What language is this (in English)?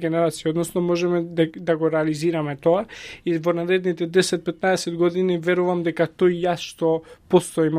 Macedonian